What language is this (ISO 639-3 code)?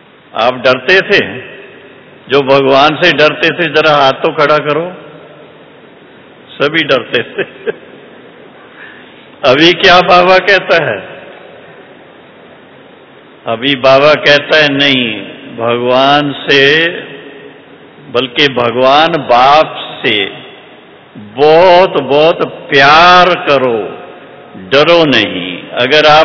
hin